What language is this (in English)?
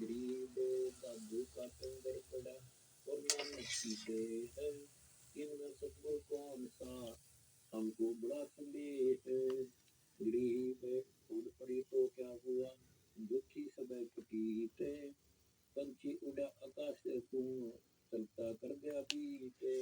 Santali